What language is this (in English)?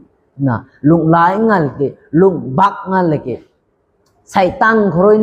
Rongmei Naga